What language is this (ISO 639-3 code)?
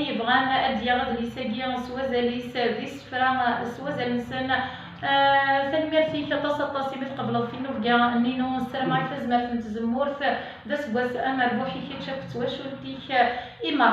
kab